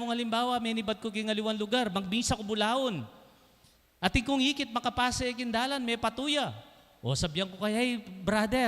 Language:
Pampanga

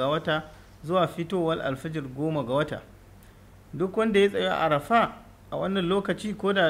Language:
Hausa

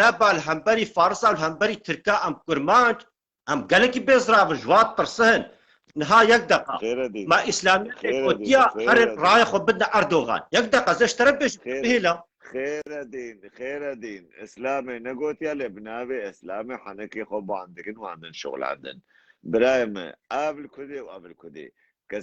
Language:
Kurdish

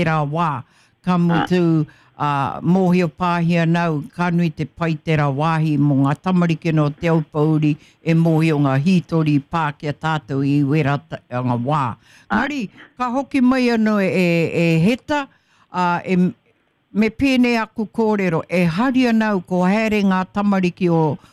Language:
Māori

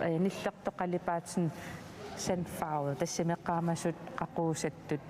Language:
Kalaallisut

